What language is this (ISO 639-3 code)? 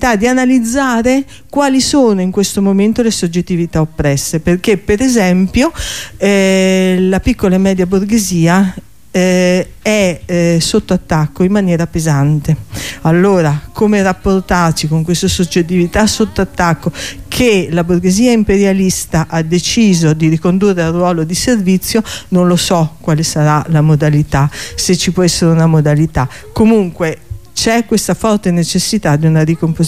ita